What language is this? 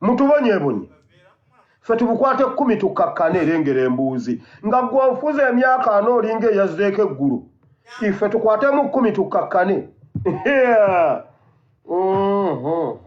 Ganda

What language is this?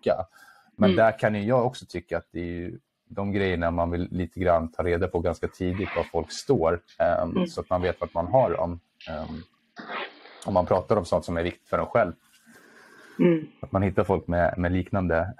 Swedish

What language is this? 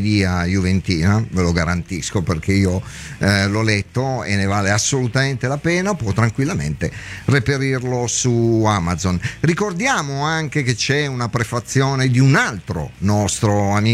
Italian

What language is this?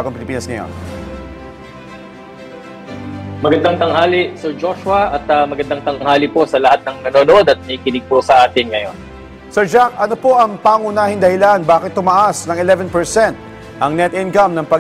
Filipino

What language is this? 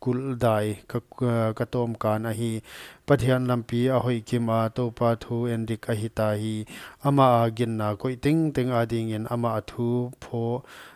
Paite Chin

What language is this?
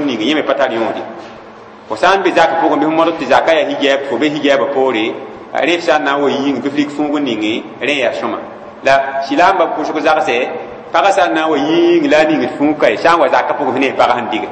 Mossi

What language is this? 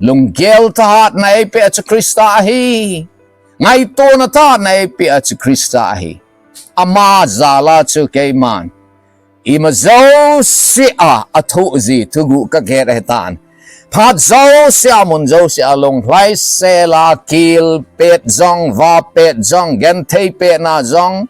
Thado Chin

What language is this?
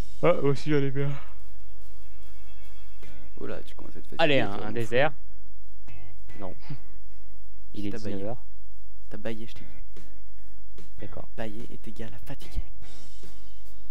French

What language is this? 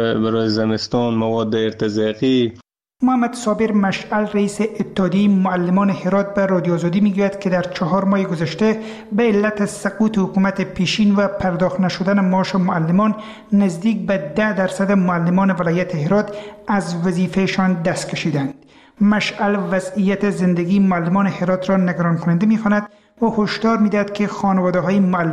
Persian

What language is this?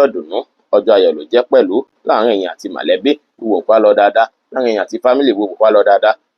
Yoruba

